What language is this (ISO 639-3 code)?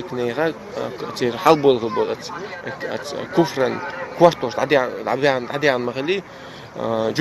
che